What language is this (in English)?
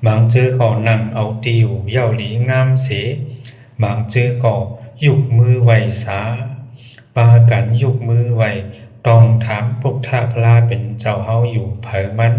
Shan